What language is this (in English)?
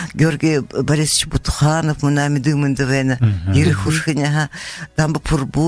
Buriat